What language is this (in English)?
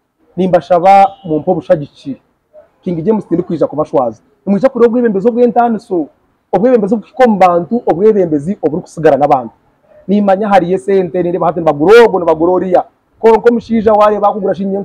Nyankole